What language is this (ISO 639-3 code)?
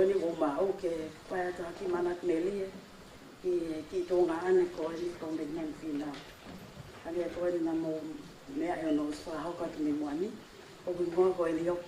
ton